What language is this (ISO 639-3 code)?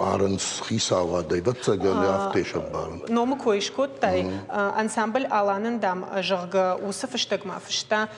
oss